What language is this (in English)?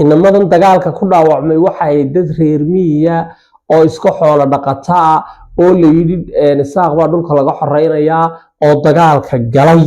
Somali